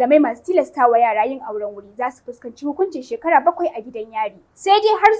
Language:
Hausa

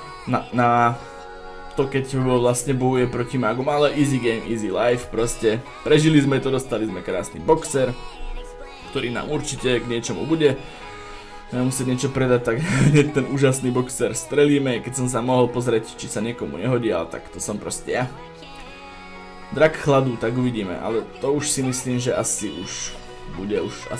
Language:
Slovak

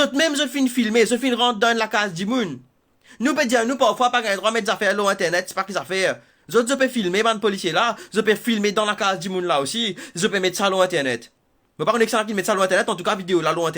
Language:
Morisyen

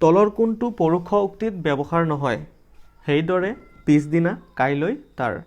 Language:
Assamese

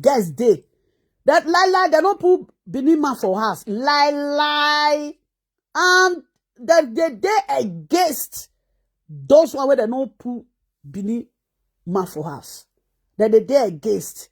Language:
Nigerian Pidgin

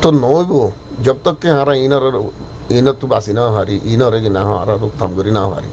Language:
Rohingya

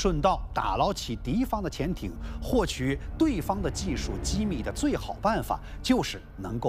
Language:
Chinese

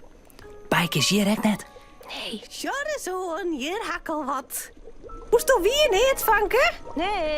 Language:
Western Frisian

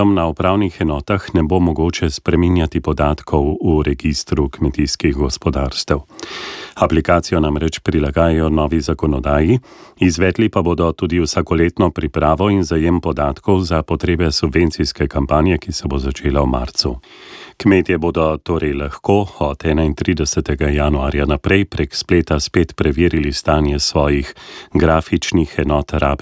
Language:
Slovenian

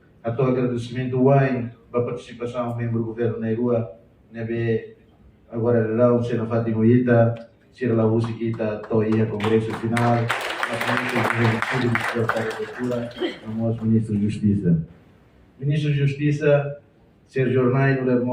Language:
Tetum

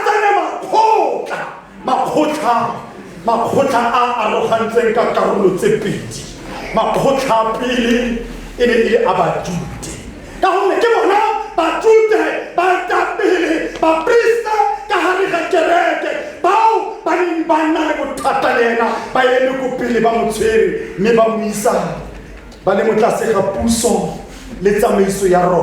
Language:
Tswana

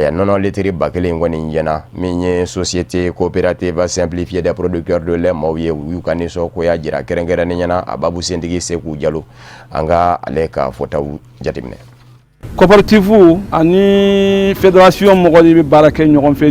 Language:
Bambara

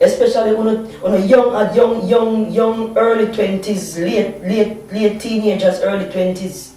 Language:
Jamaican Creole English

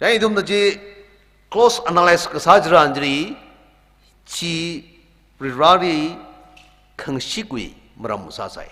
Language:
Tangkhul Naga (India)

